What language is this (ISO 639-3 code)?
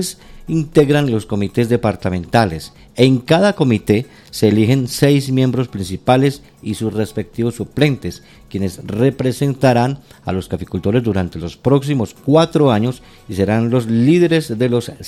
spa